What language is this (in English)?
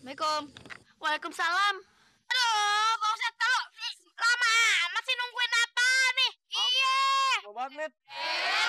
Betawi